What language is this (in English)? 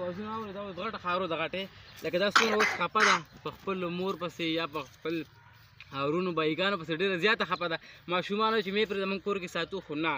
Pashto